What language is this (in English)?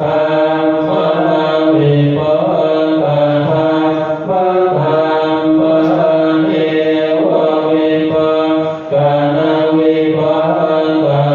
Pali